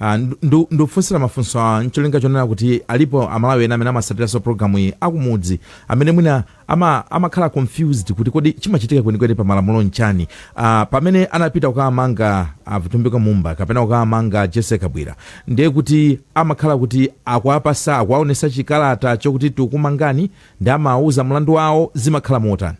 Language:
Nyanja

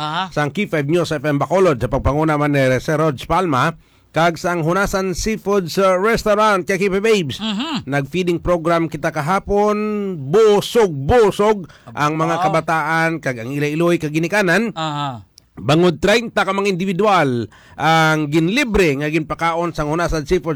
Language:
Hiligaynon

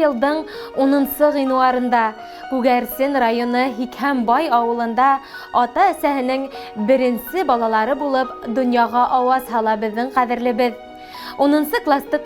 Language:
Bashkir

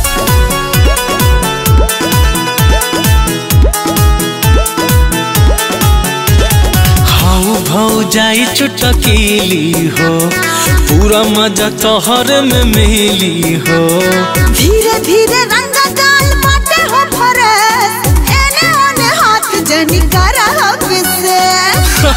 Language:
Bhojpuri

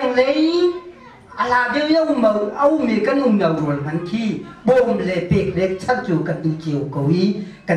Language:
Hakha Chin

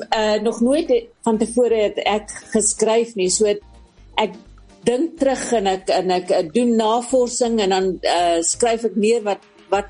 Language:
Afrikaans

